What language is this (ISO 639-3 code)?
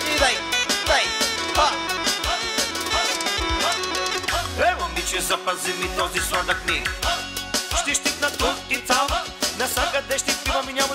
bul